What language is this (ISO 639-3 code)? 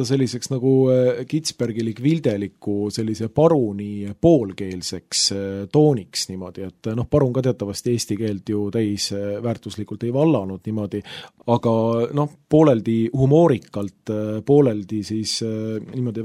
est